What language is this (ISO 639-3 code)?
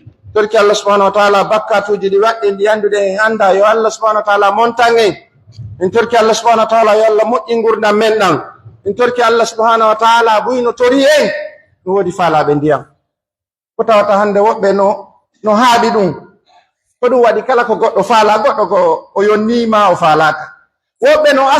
fuf